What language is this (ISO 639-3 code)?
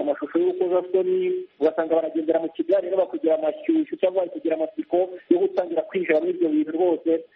kin